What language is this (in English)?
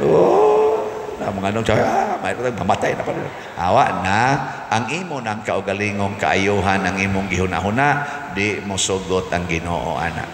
Cebuano